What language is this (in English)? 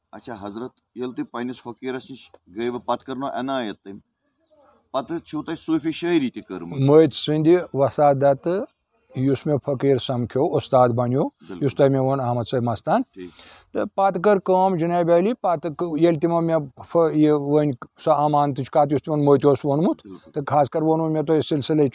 Kashmiri